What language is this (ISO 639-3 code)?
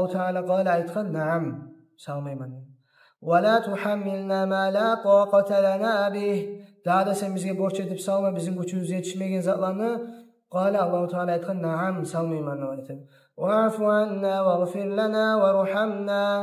kum